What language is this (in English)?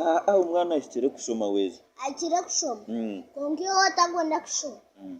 Nyankole